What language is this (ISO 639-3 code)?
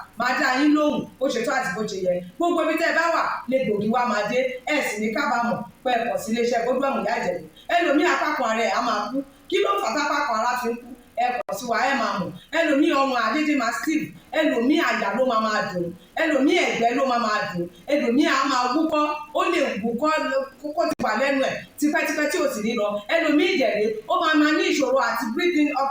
yor